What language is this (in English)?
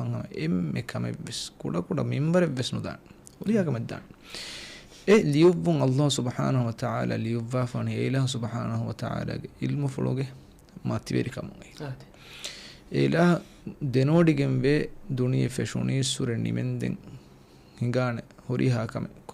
Divehi